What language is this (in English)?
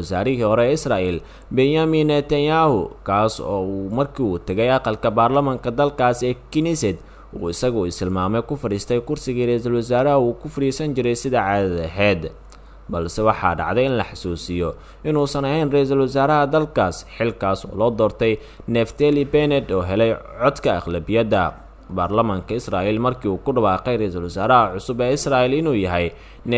Somali